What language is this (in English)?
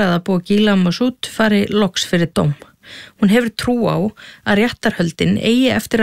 Icelandic